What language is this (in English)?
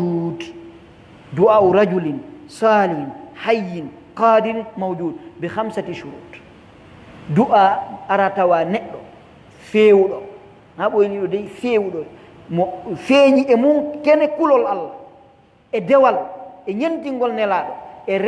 Pular